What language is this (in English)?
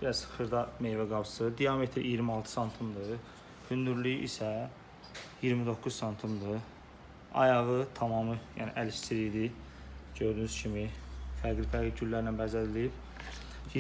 Azerbaijani